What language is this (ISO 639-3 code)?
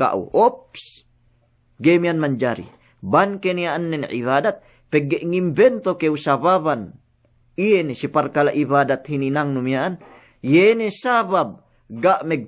yka